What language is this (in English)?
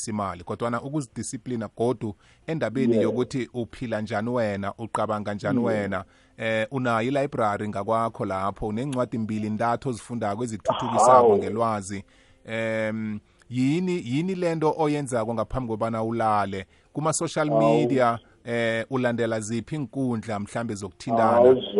South Ndebele